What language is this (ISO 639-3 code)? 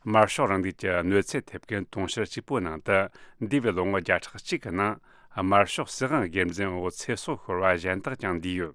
bod